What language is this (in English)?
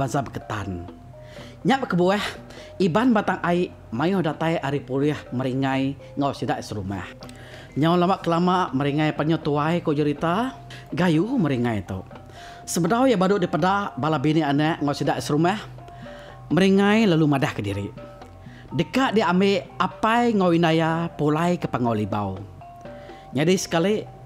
Iban